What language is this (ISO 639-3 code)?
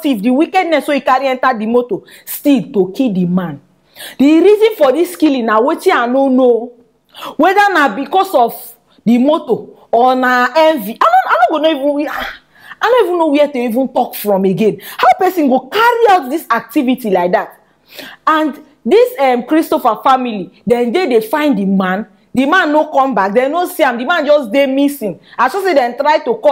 pcm